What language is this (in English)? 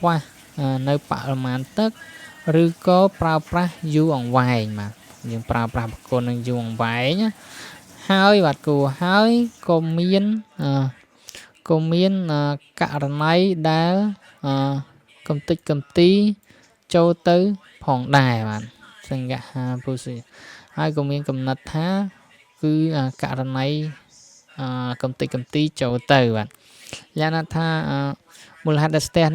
Khmer